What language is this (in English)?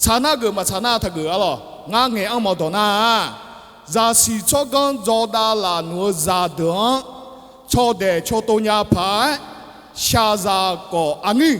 Akha